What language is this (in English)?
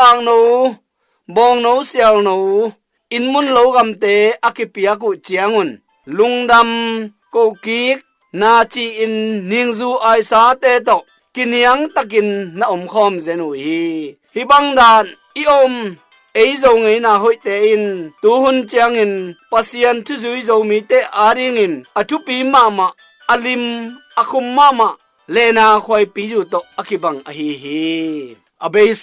Tedim Chin